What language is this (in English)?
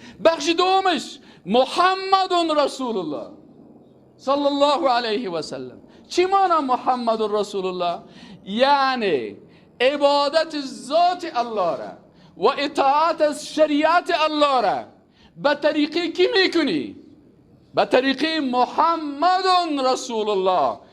Persian